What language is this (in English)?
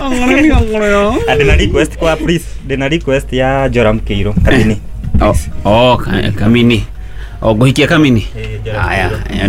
Kikuyu